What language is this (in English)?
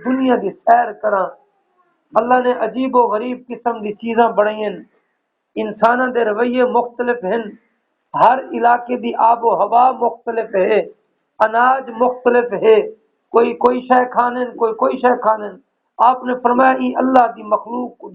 Saraiki